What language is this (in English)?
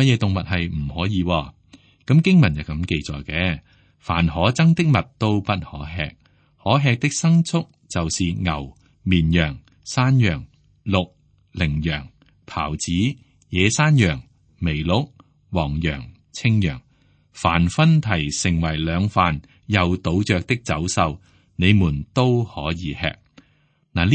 Cantonese